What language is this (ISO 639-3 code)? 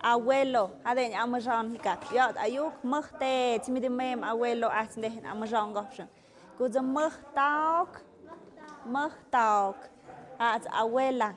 mxp